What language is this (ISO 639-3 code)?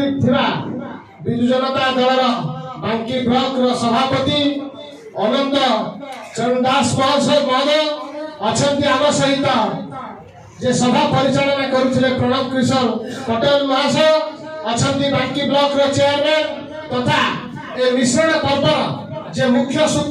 ori